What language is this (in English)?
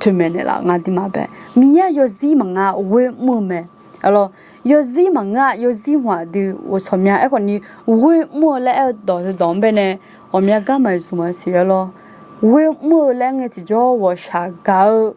Akha